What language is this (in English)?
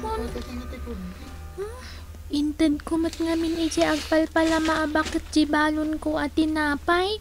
Iloko